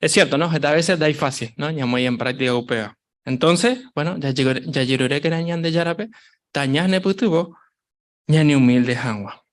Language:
Guarani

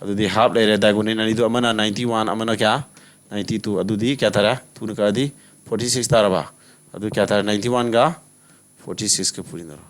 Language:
Manipuri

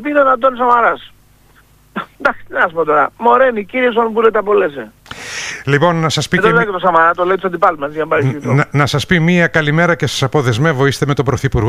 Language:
Greek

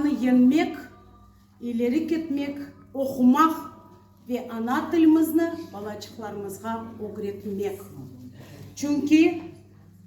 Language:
Crimean Tatar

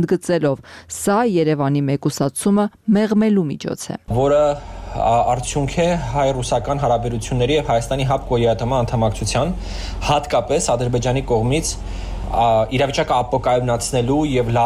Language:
Armenian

